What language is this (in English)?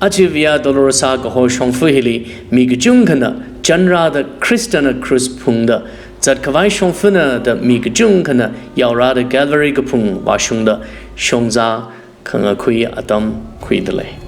Tangkhul Naga (India)